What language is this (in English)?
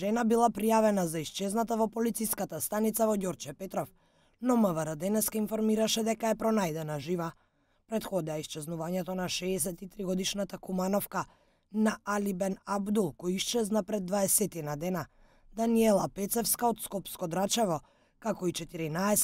Macedonian